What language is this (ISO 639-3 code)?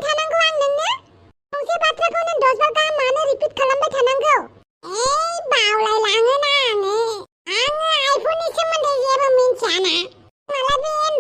brx